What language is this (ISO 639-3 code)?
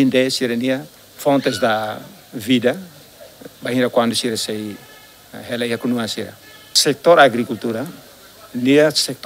tet